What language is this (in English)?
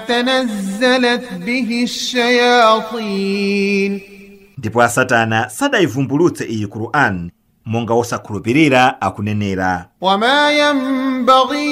Nyanja